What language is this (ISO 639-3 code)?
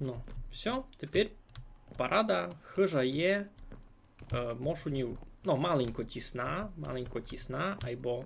rue